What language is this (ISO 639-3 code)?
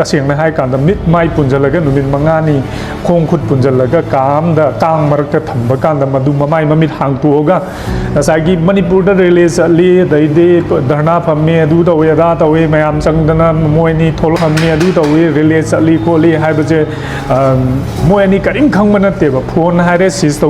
mni